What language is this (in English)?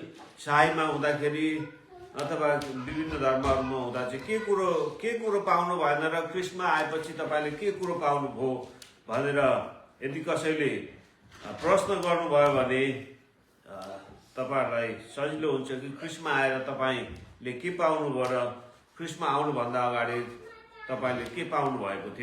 Nepali